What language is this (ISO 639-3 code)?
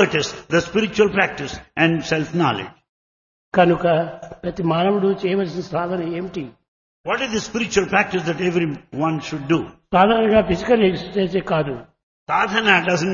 tel